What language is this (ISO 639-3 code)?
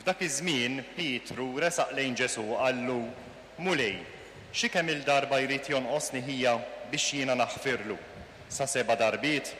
mlt